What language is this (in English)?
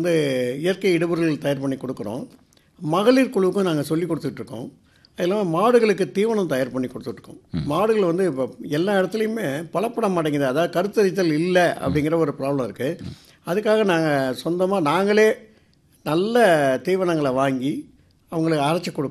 Tamil